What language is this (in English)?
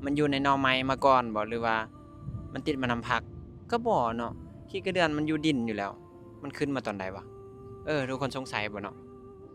Lao